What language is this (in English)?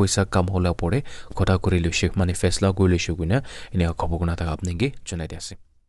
Naga Pidgin